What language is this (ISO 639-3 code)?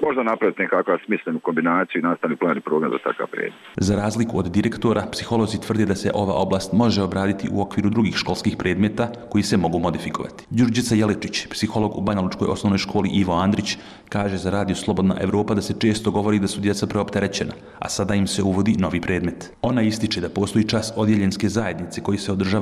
bos